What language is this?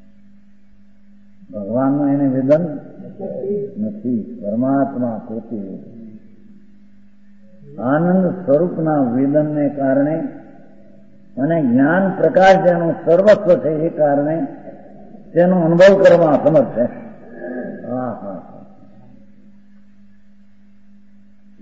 Gujarati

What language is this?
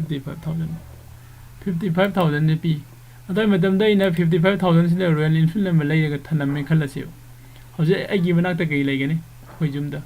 Manipuri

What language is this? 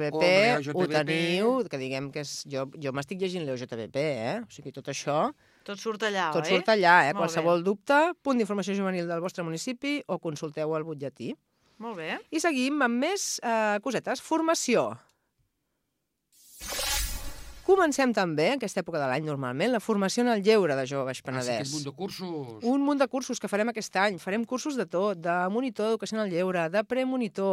Catalan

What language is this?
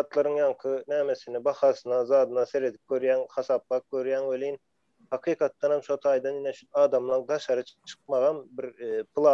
Turkmen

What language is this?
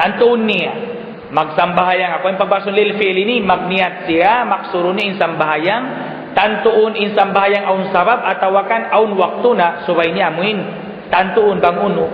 Tausug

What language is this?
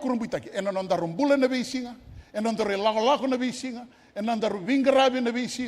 Fijian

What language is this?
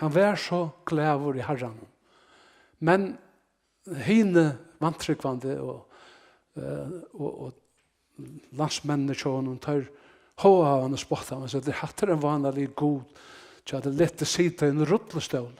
Faroese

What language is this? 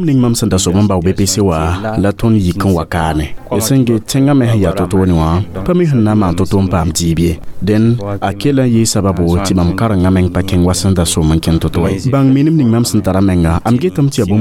Mossi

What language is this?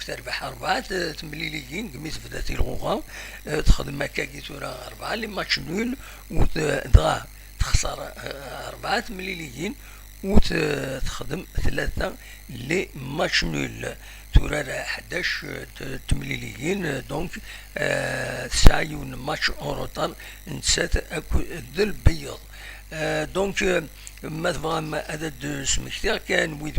Kabyle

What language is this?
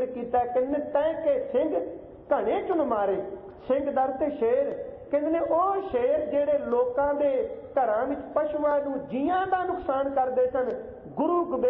Punjabi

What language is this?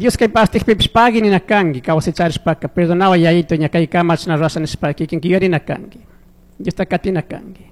Chimborazo Highland Quichua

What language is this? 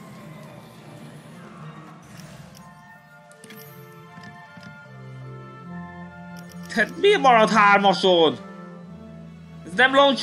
Hungarian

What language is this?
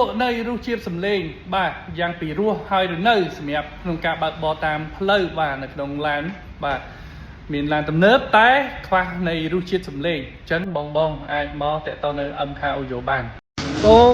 Khmer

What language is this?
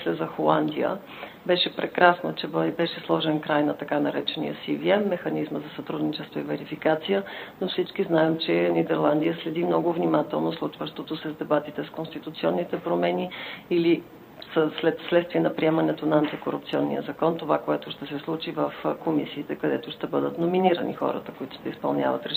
Bulgarian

